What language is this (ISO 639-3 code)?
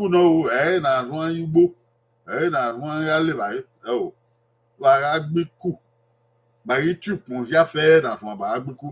bin